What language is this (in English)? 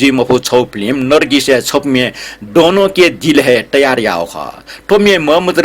Newari